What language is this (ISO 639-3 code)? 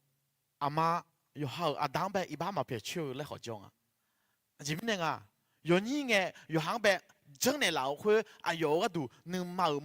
ahk